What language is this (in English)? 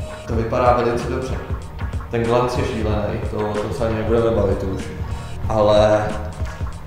Czech